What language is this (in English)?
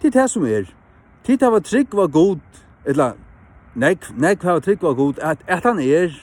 Faroese